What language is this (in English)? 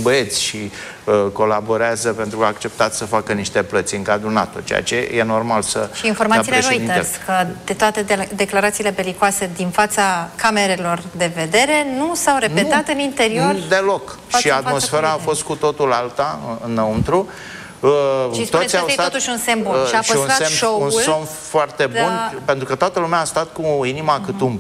Romanian